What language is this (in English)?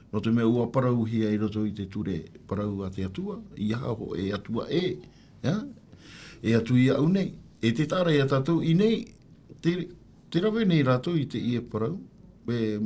Tahitian